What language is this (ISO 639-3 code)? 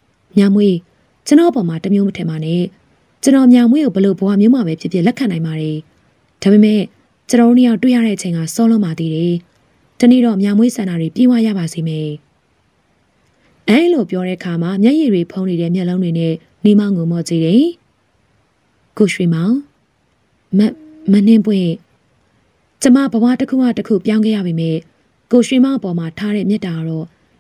mya